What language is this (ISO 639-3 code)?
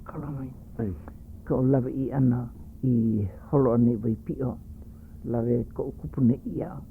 haw